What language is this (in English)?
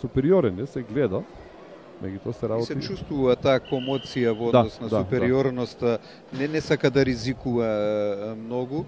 Macedonian